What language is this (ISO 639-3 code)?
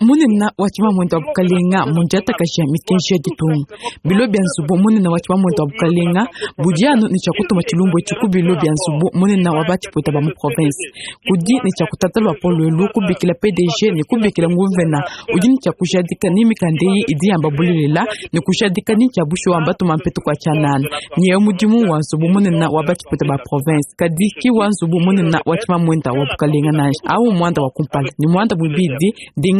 lua